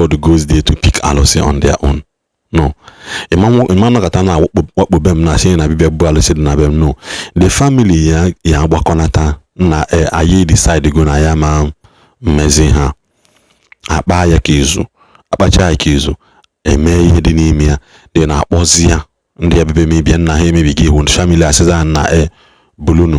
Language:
Igbo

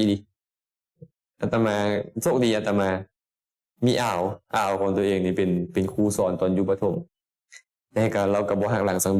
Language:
Lao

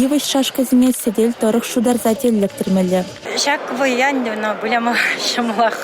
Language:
Chuvash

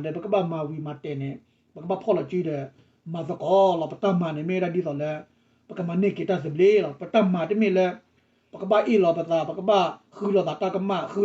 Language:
S'gaw Karen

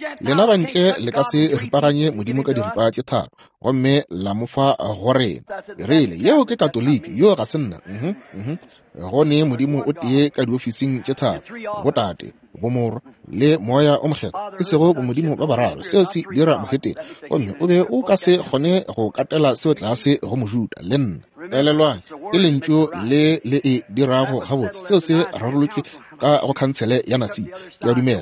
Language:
Northern Sotho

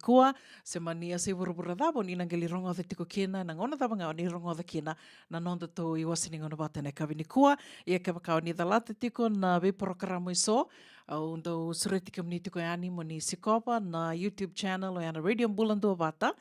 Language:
Fijian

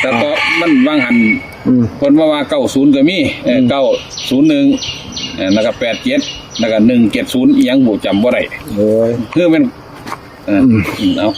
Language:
Northeastern Thai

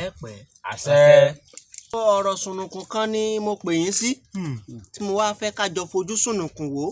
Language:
Yoruba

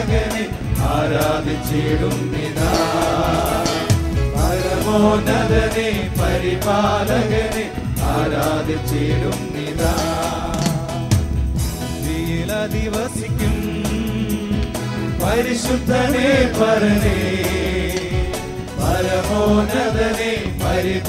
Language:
Malayalam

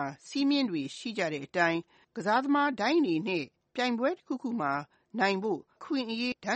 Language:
Burmese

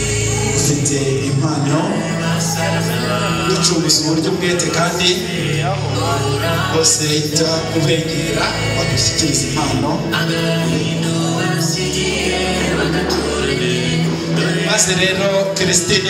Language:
Kinyarwanda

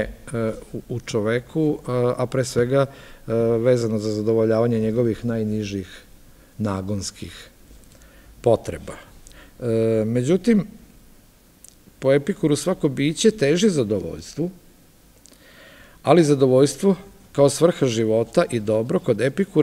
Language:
Serbian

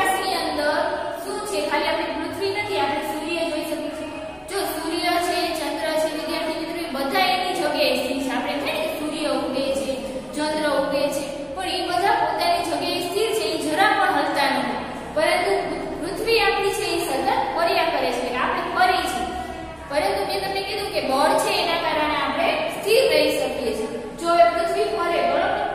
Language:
Gujarati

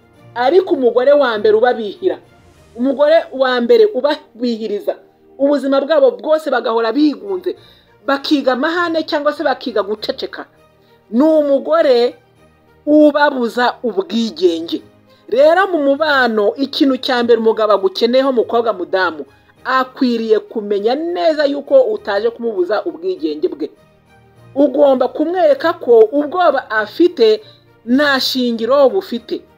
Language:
Kinyarwanda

